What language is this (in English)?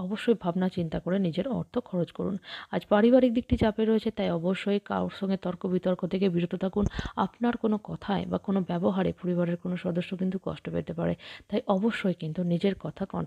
Bangla